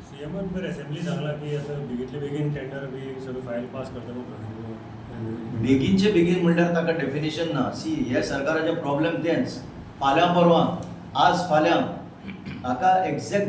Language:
Konkani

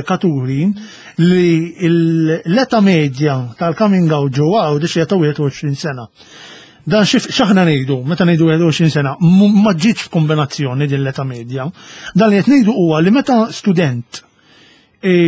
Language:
Maltese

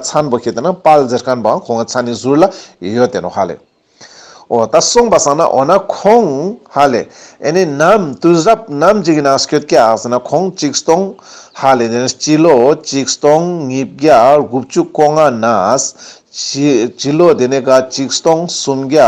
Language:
Ladakhi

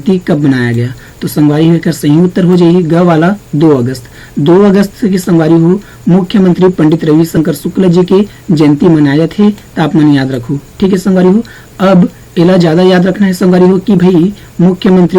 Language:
Chhattisgarhi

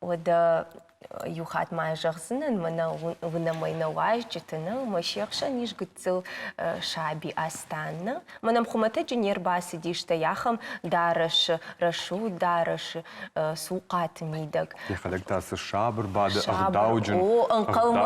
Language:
Ossetic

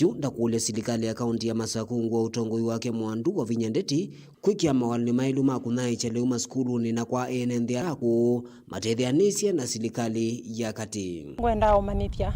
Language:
Kamba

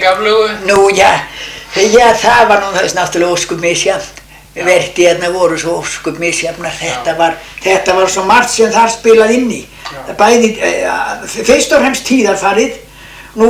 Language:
Icelandic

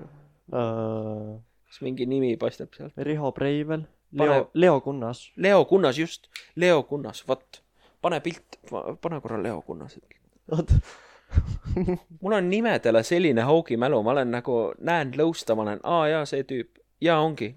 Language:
Estonian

